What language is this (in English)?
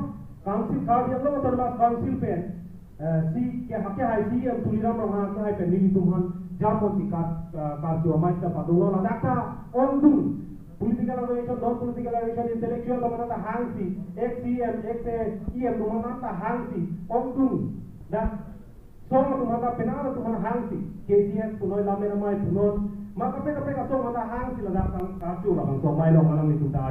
Karbi